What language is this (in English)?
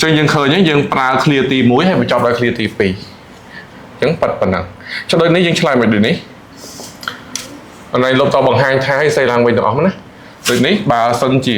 Khmer